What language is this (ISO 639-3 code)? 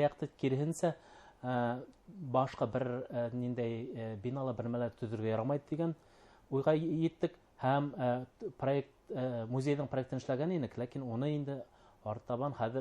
bak